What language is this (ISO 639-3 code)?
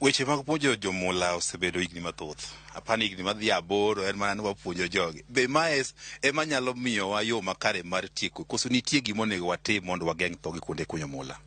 luo